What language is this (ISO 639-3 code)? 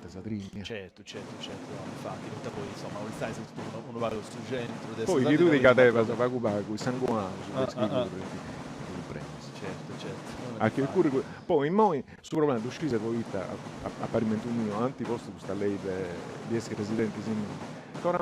srd